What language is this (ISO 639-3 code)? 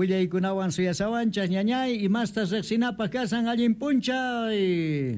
que